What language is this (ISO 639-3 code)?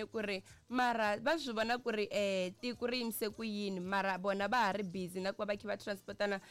tso